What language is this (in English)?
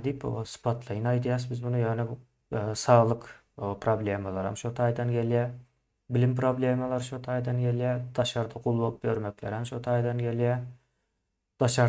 Turkmen